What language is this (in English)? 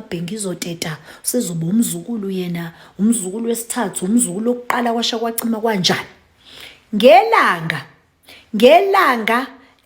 Zulu